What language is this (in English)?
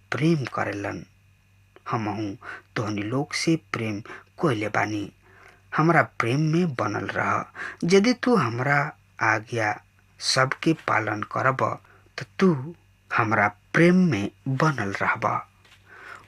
Bhojpuri